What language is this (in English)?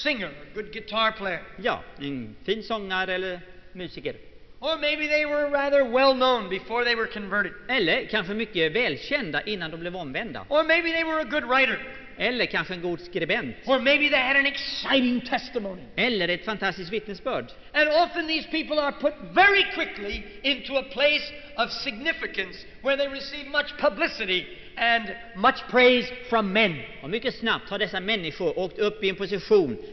Swedish